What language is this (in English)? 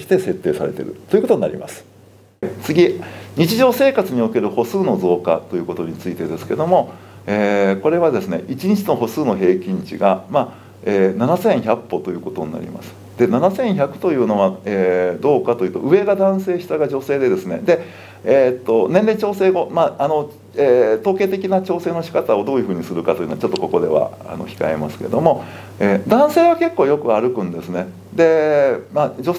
Japanese